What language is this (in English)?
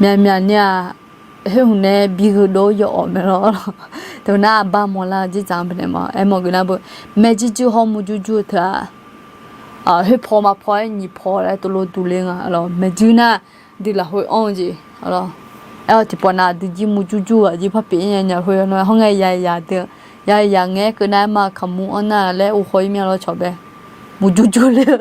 Akha